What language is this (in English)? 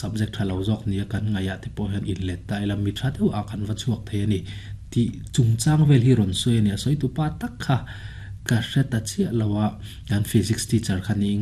Mizo